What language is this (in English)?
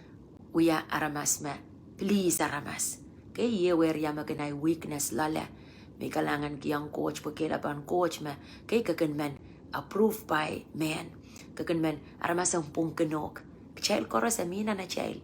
Pohnpeian